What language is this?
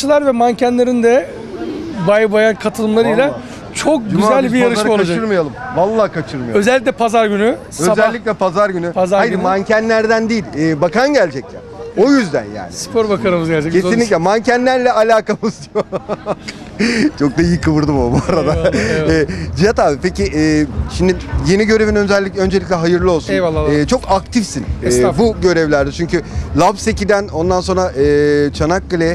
Turkish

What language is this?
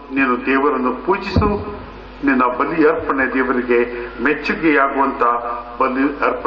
Kannada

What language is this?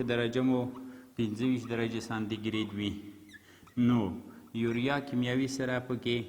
Pashto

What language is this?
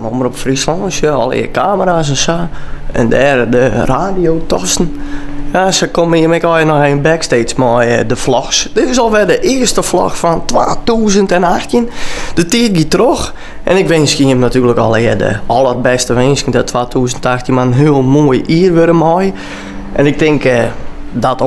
Western Frisian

